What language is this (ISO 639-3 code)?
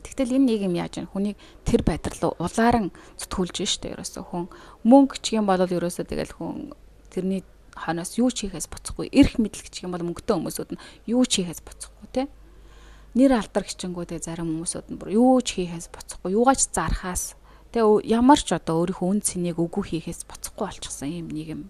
mon